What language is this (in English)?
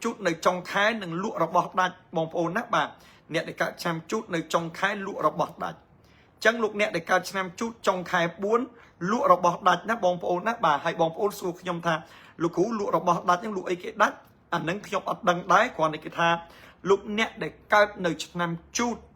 Khmer